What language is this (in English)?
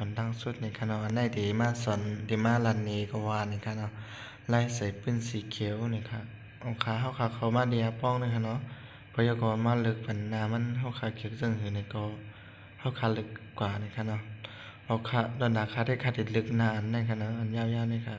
Shan